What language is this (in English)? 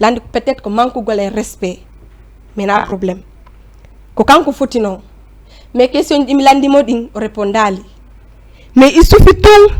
Fula